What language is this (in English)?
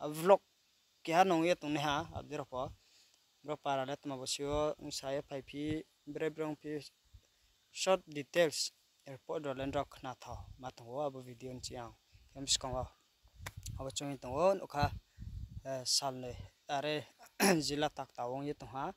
Riang (India)